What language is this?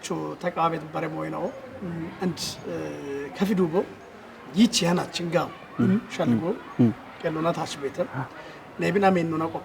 Kafa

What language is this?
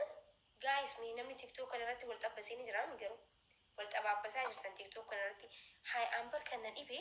Oromo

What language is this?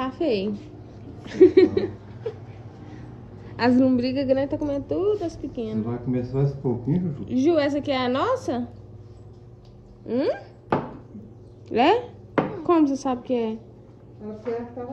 Portuguese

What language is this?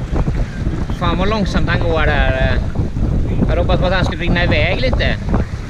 Swedish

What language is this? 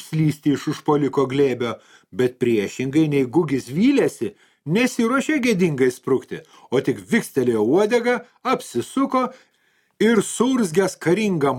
Lithuanian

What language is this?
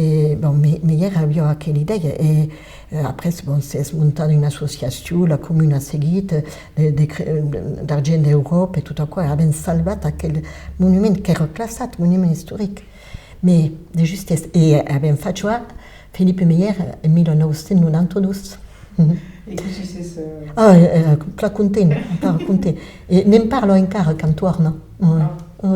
Occitan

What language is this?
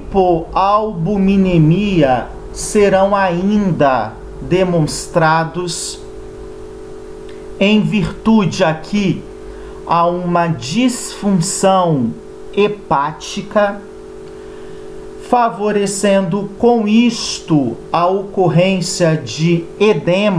Portuguese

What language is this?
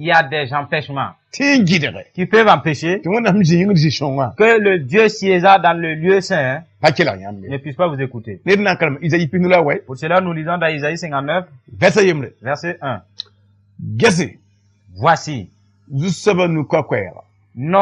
Mossi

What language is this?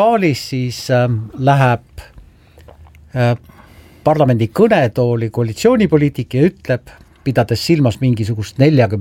Estonian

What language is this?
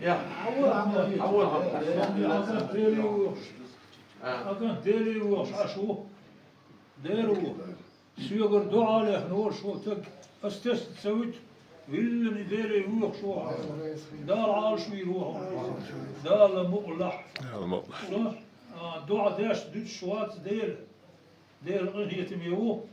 Chechen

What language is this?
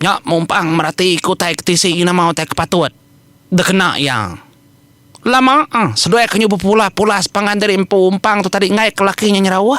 Iban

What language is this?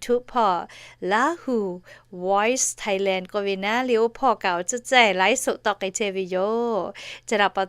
Lahu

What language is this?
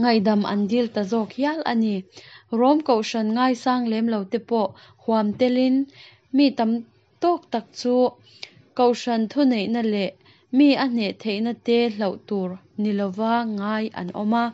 Mizo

